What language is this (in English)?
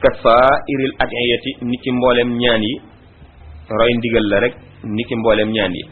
Wolof